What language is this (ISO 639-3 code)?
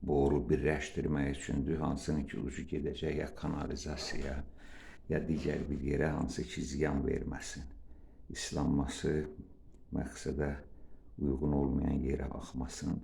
aze